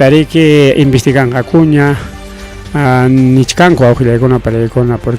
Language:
Ayacucho Quechua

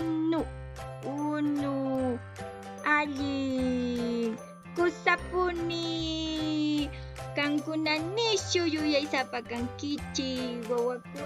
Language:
Quechua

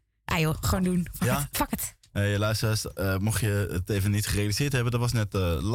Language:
Dutch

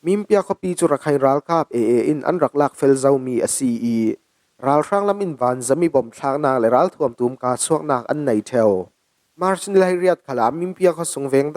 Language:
Falam Chin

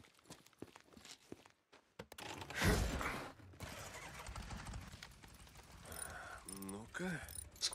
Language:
Russian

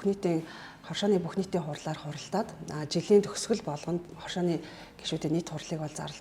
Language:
Mongolian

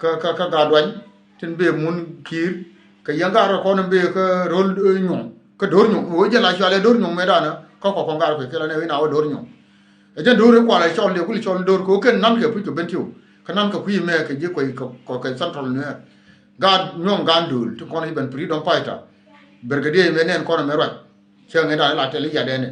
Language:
Nuer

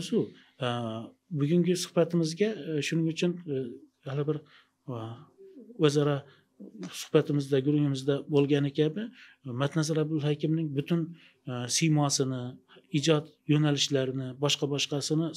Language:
Uzbek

